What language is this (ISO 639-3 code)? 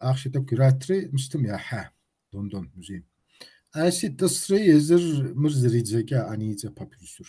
kbd